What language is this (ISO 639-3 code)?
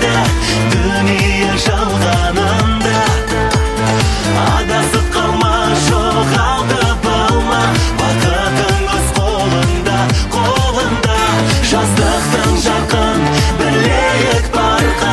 kaz